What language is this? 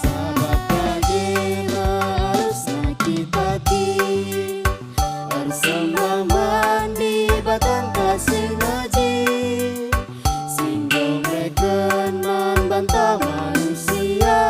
Batak Karo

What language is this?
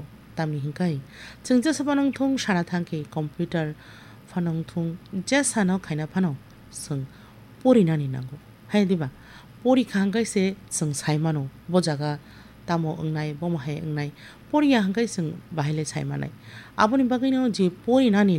Kok Borok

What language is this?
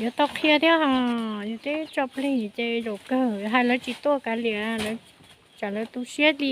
Hmong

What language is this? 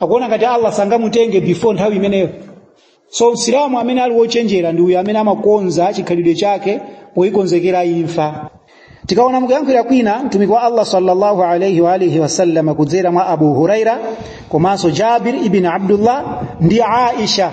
Nyanja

